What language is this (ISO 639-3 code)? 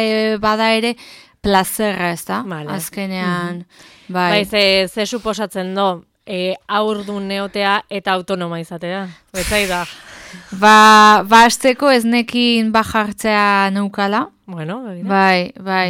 eus